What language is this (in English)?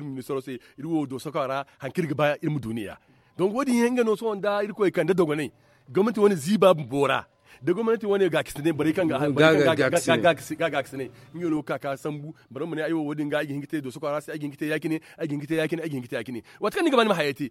Zarma